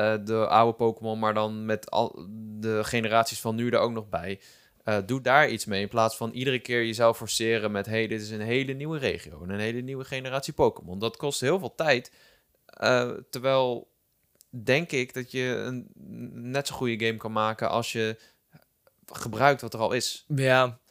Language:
Dutch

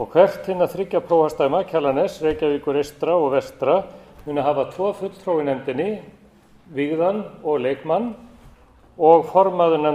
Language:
Icelandic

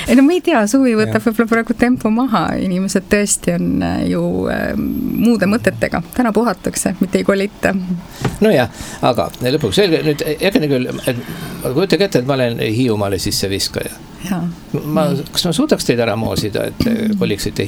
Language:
Estonian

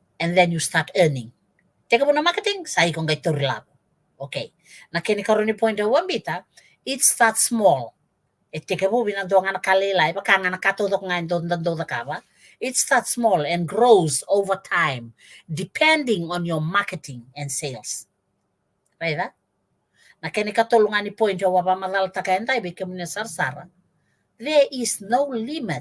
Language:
Fijian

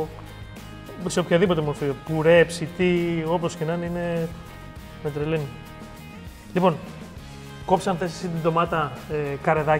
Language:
Greek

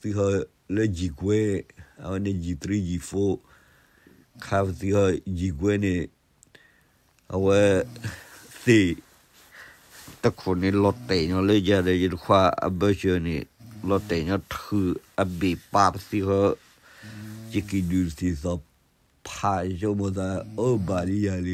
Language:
S'gaw Karen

